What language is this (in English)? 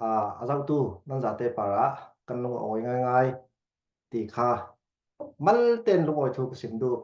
Falam Chin